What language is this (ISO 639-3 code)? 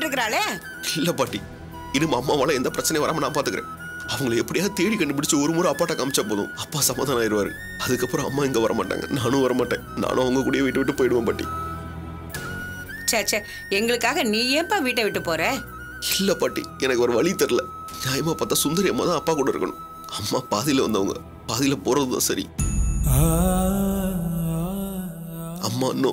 tam